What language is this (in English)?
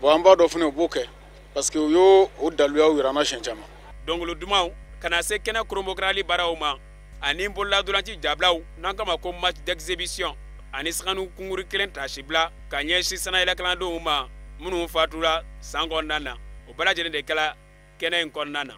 Bambara